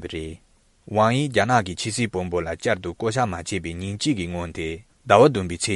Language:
Tibetan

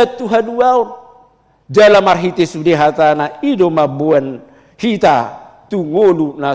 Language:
Batak Toba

